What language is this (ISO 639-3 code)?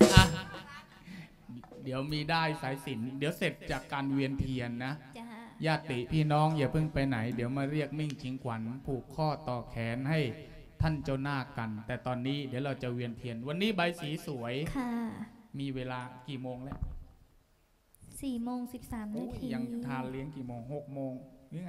tha